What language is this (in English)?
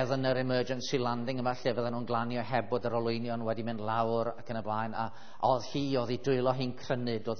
Welsh